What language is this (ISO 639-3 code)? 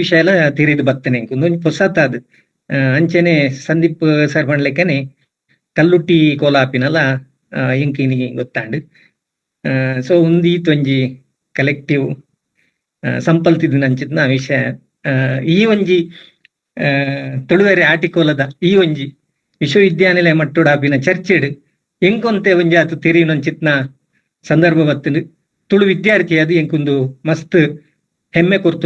tcy